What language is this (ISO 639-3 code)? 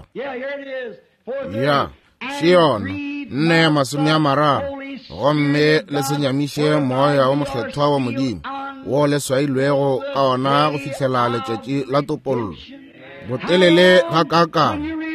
nso